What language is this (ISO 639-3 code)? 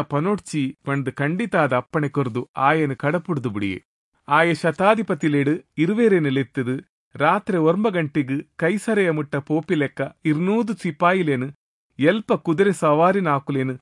tcy